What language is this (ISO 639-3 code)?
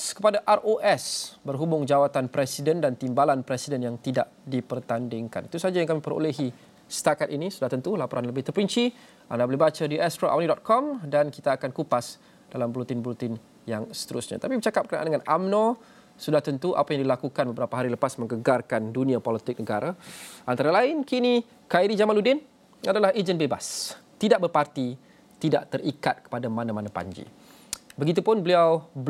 msa